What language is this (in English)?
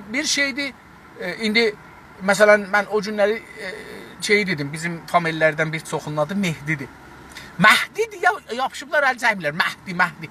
South Azerbaijani